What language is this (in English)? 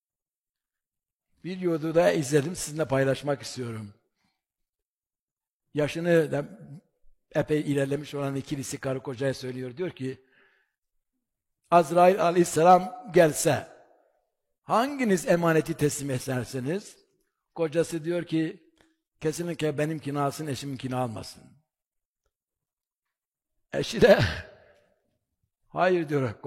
Turkish